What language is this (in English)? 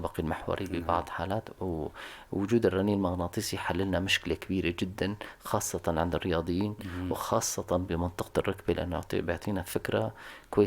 North Levantine Arabic